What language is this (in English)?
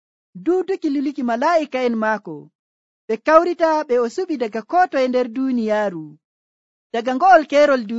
Nigerian Fulfulde